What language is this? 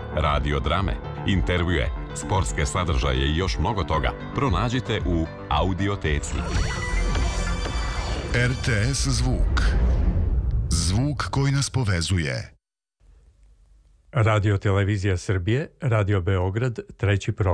Serbian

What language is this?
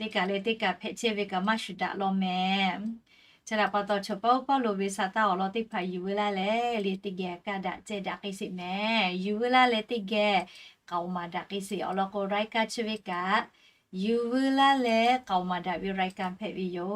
Lahu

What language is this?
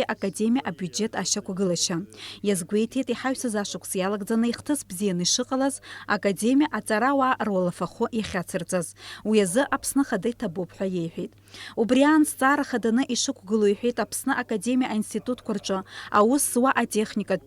Abkhazian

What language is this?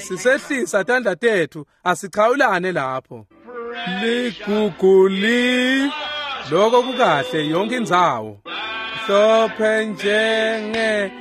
Swati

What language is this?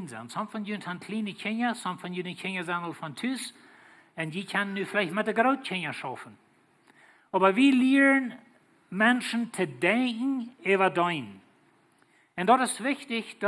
Plautdietsch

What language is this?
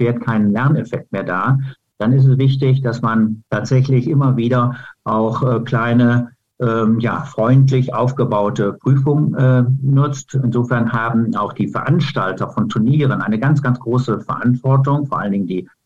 German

